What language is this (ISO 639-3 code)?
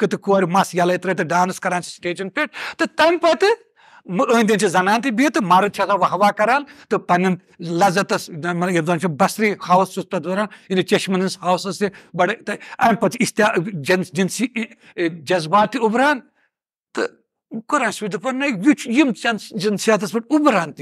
kas